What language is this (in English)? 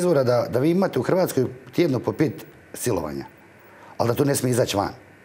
Croatian